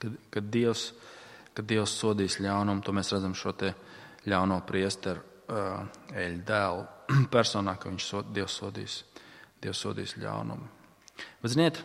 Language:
Latvian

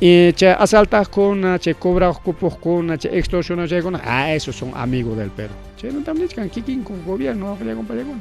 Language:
Ayacucho Quechua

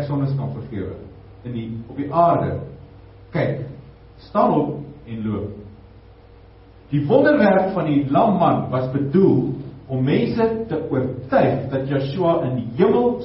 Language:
Afrikaans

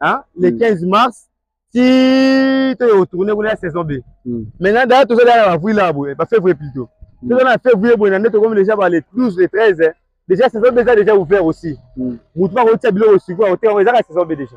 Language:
Lingala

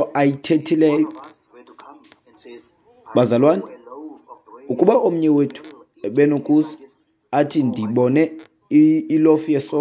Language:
Xhosa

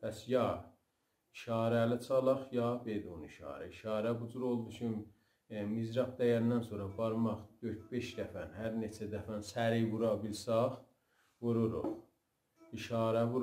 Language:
South Azerbaijani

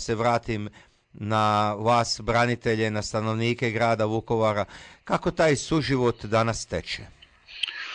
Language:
Croatian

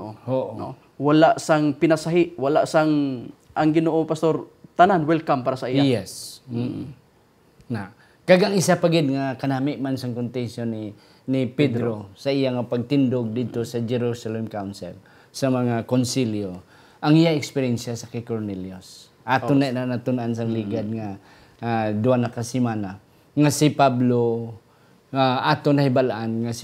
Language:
Hiligaynon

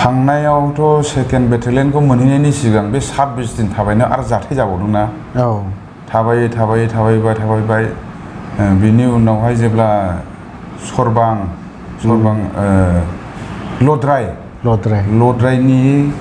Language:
Bodo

